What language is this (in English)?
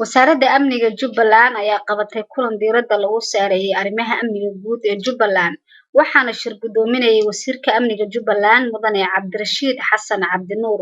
Somali